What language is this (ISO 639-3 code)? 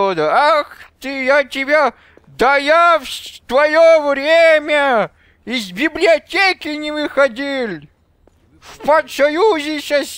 rus